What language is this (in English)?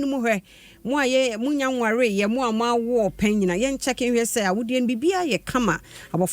Akan